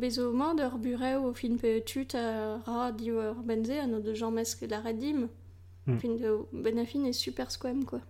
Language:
Breton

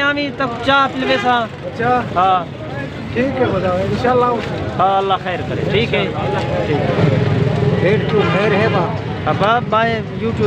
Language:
Saraiki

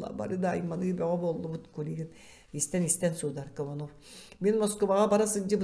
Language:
Yakut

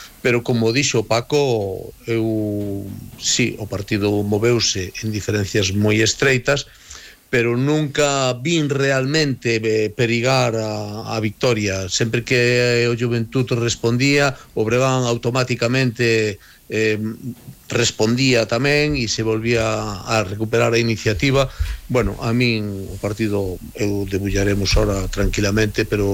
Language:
Galician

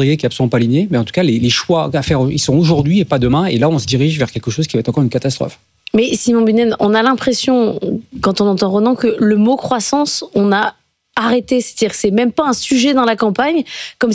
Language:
French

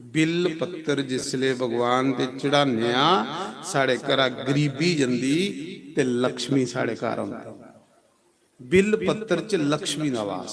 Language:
Dogri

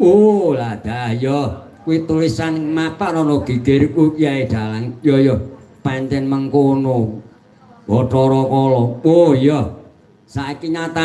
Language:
Javanese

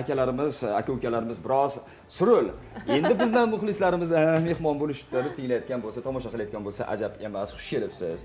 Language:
Uzbek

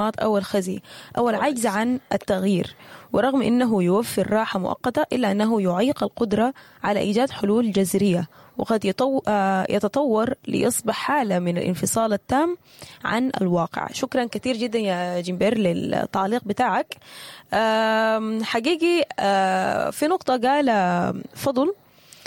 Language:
Sudanese Arabic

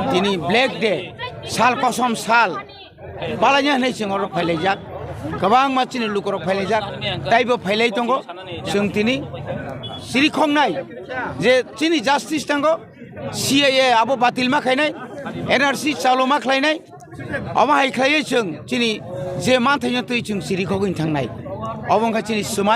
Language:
Kok Borok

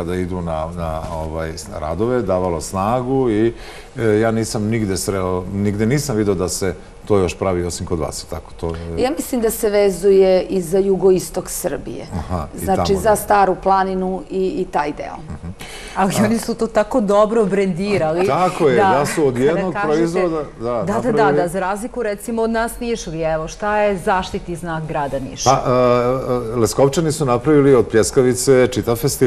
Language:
Serbian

